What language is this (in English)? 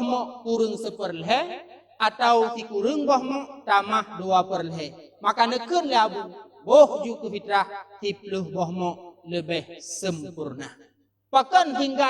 Achinese